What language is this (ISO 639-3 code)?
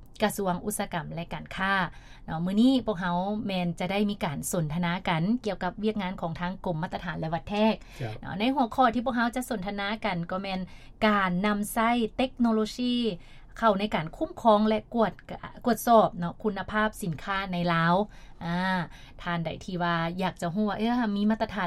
lao